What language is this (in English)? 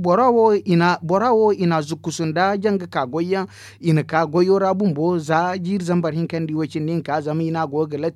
Zarma